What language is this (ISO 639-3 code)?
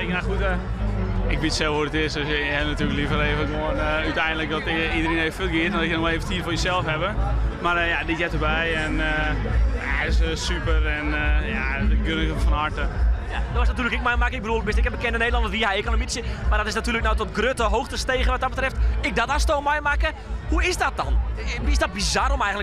fry